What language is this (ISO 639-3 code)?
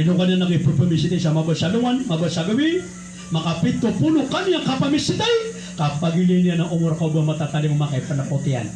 mrw